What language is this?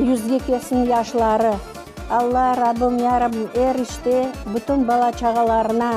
Crimean Tatar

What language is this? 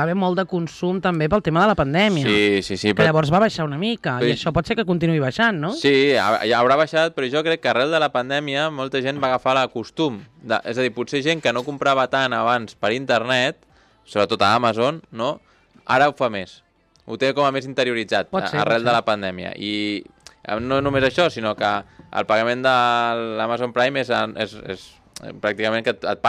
Catalan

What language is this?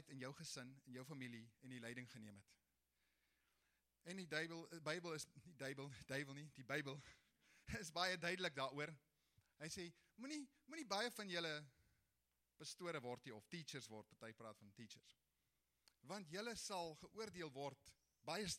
Afrikaans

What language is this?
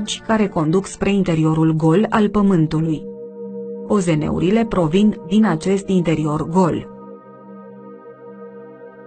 Romanian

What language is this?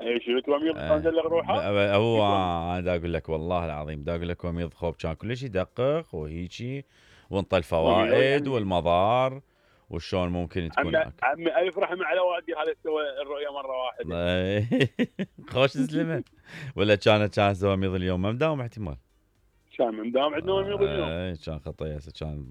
Mesopotamian Arabic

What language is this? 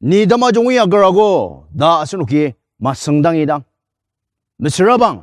Ao Naga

